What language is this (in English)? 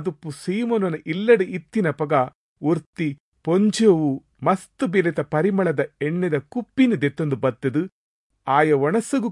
Tulu